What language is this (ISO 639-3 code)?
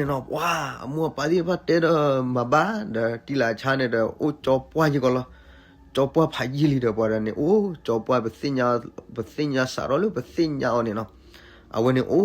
ksw